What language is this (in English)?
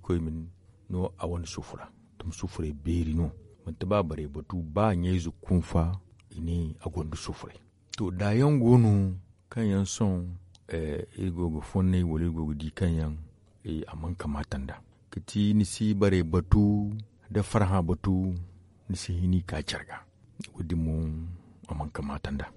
Zarma